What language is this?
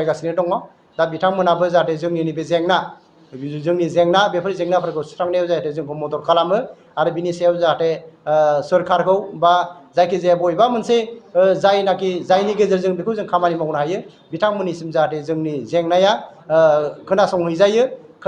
Bodo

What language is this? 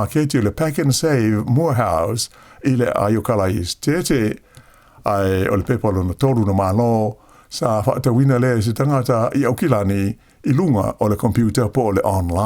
Samoan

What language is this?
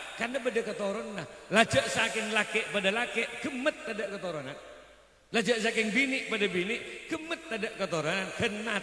Madurese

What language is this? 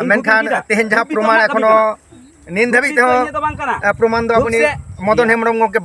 Santali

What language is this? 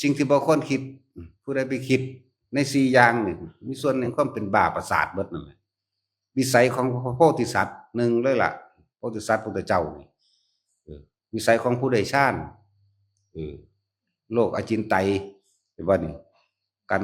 Northeastern Thai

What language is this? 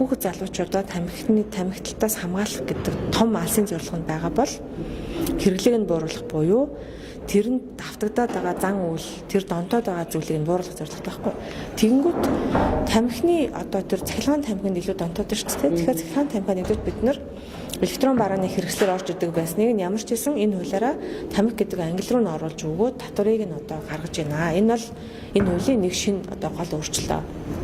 Mongolian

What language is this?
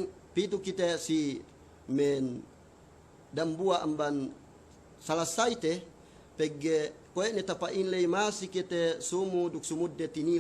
Yakan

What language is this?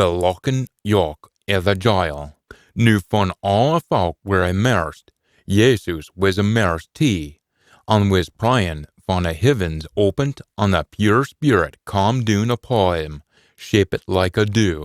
Scots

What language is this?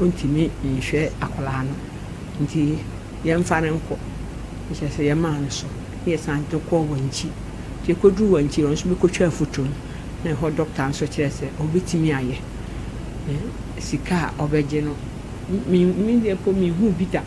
Akan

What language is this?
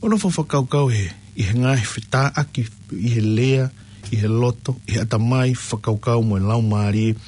Tongan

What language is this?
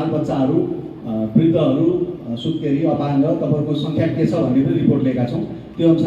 Nepali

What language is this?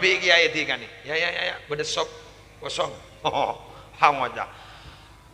Madurese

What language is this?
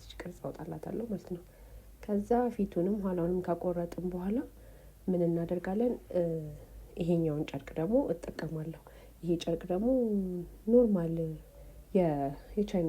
Amharic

